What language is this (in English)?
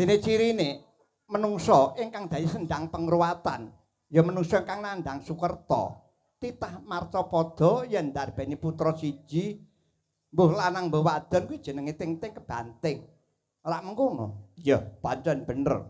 Javanese